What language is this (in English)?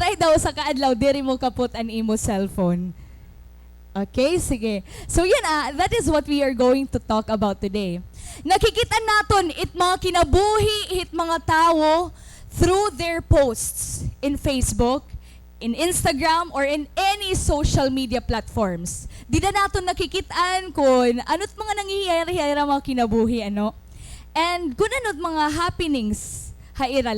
Waray